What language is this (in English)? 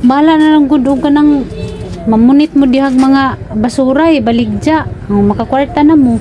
Cebuano